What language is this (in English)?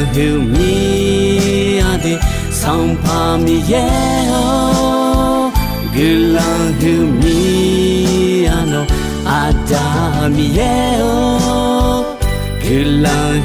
Akha